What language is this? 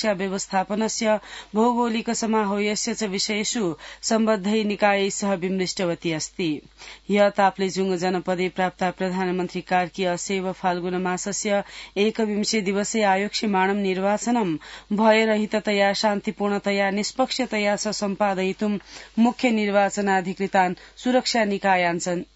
Sanskrit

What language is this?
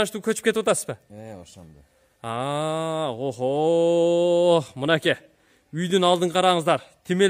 Kyrgyz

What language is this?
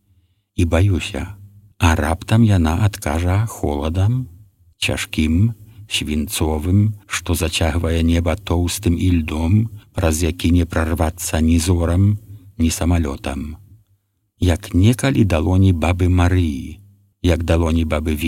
Belarusian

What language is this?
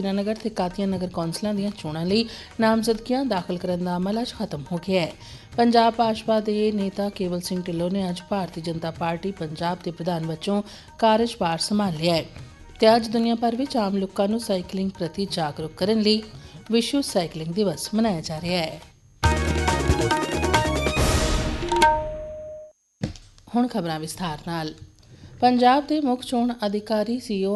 Punjabi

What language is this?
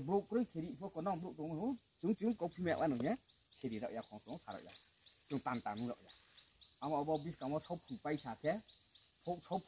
Riang (India)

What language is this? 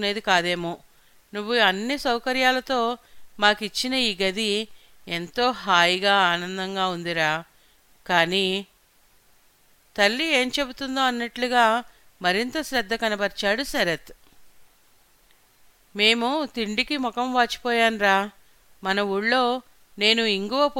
Telugu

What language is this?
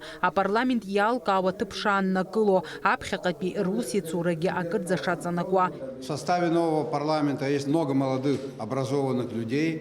Abkhazian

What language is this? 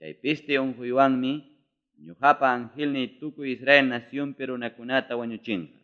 Ayacucho Quechua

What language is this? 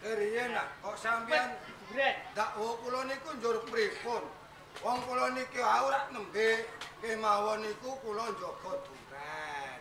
Javanese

